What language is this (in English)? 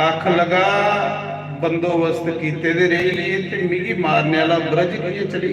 Dogri